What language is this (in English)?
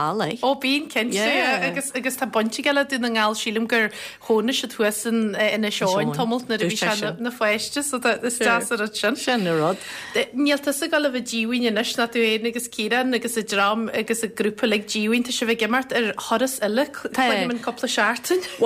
Irish